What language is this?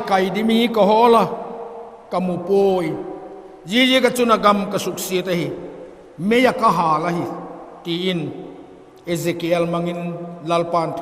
Vaiphei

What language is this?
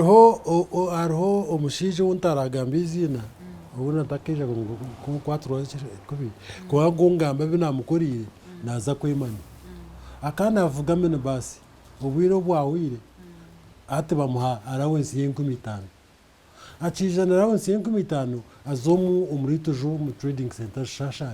Nyankole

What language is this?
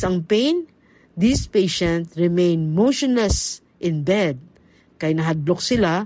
Hiligaynon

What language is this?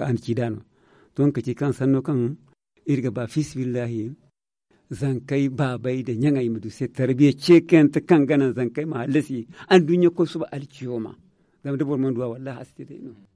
Zarma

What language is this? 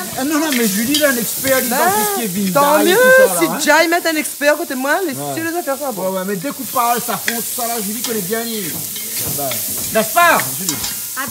Réunion Creole French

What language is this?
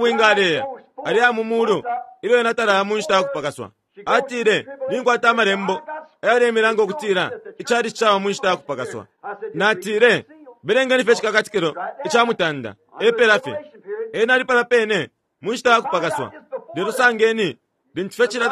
Bemba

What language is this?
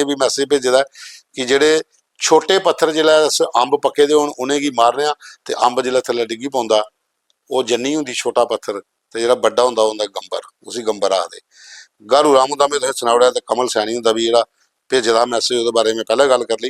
Dogri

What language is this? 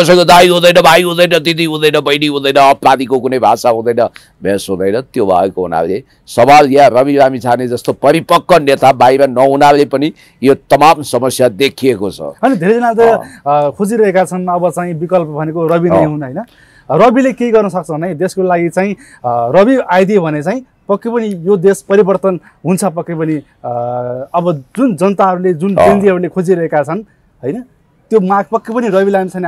Nepali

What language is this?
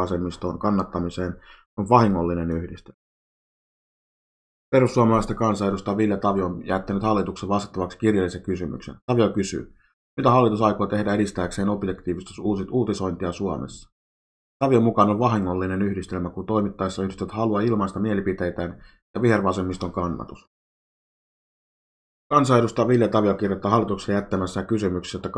Finnish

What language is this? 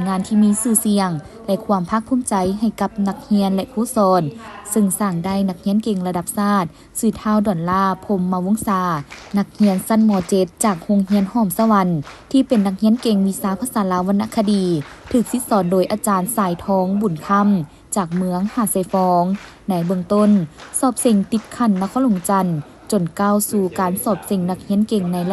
Lao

